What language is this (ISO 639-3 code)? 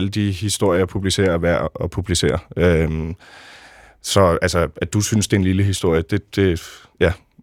dan